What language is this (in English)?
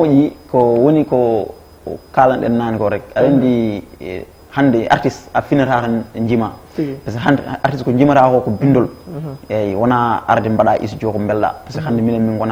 Fula